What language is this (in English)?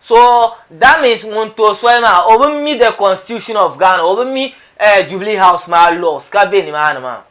Dagbani